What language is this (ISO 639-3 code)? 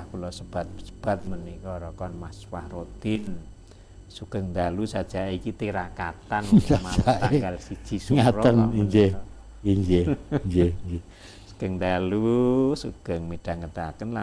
jav